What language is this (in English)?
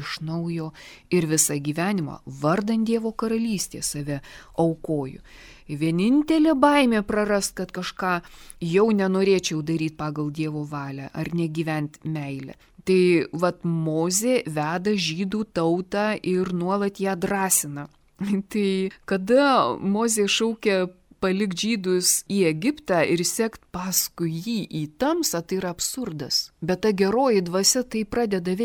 Lithuanian